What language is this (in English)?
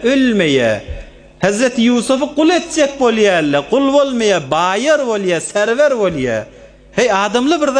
Turkmen